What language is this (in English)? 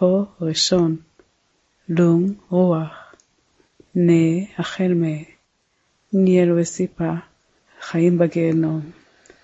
Hebrew